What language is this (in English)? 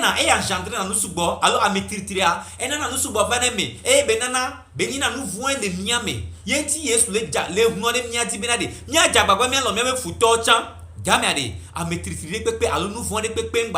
Gen